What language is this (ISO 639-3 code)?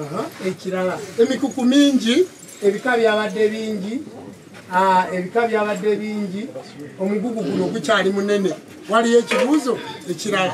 lug